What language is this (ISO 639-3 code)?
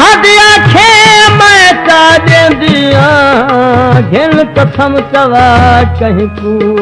skr